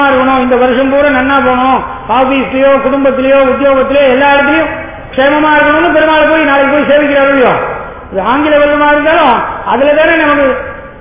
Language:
Tamil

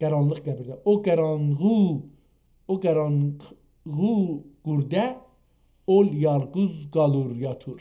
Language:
South Azerbaijani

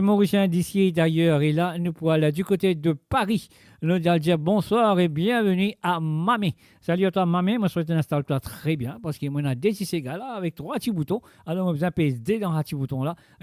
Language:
Morisyen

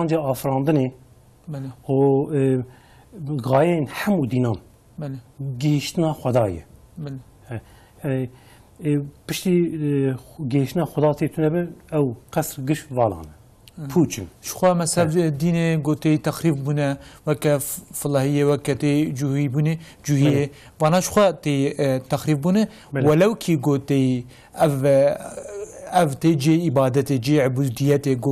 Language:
Kurdish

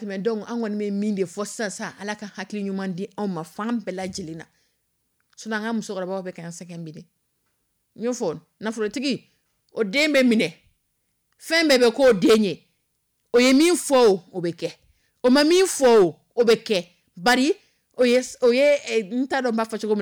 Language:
Dyula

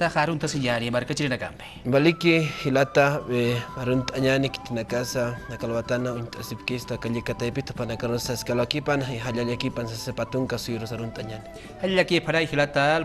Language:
Aymara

